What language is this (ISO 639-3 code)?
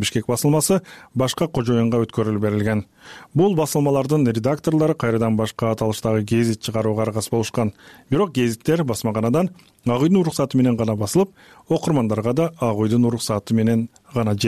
kir